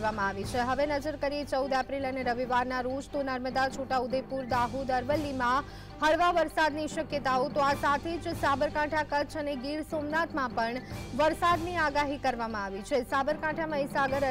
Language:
Gujarati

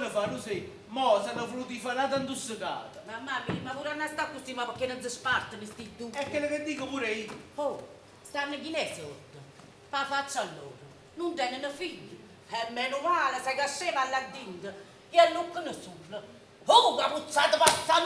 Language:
Neapolitan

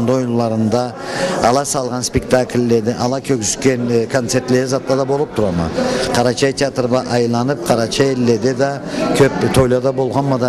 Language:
Karachay-Balkar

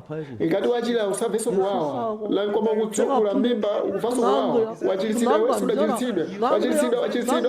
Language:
Nyanja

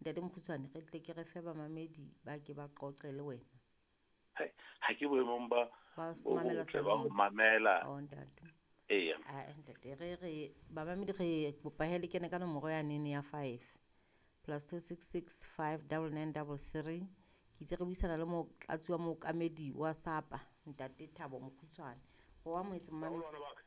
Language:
Southern Sotho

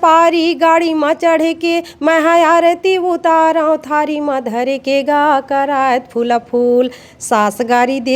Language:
Chhattisgarhi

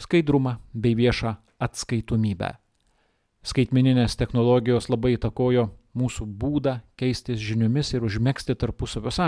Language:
Lithuanian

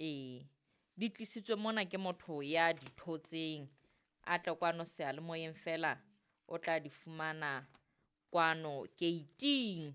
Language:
Southern Sotho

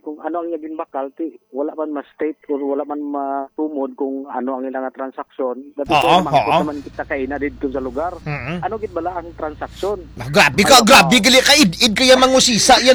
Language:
Hiligaynon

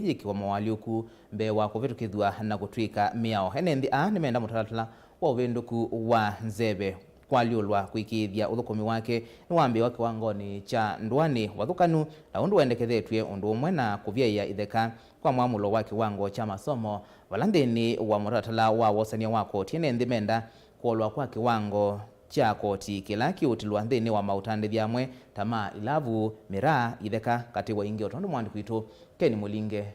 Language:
Kamba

